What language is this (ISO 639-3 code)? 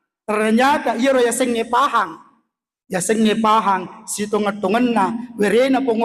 bug